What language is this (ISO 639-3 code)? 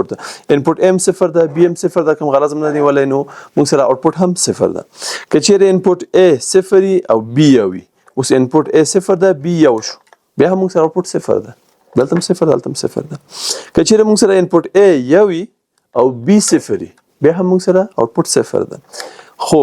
pus